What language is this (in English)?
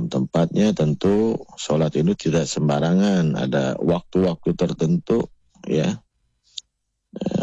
Indonesian